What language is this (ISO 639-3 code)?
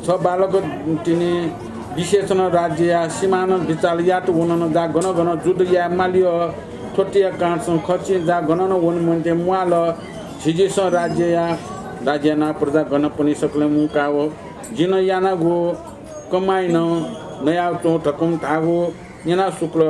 new